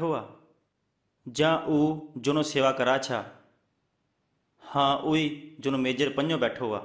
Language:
Punjabi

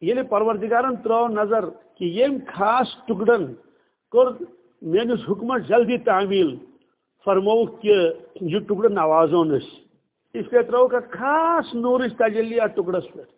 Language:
Kashmiri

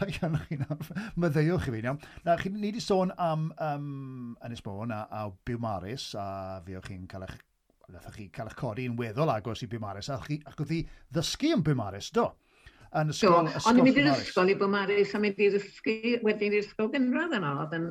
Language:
Welsh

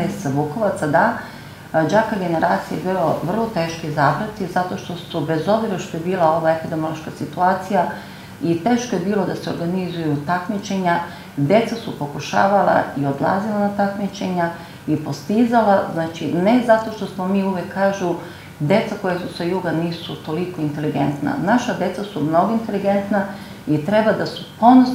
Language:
Serbian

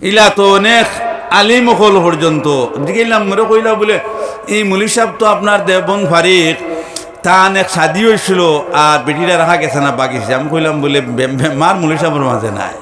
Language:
Sylheti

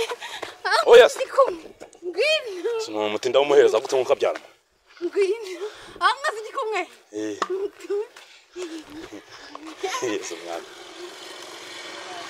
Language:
Kinyarwanda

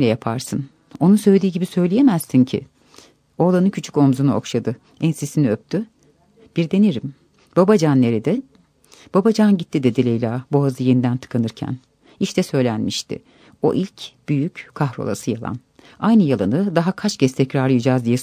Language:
Turkish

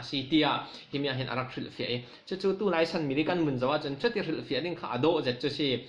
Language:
Falam Chin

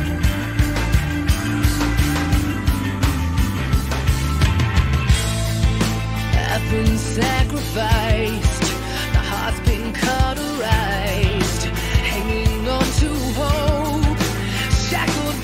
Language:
English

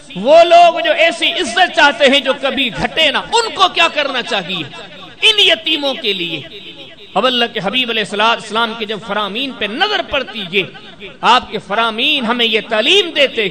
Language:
Urdu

